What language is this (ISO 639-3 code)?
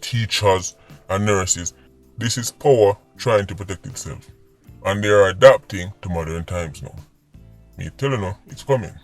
jam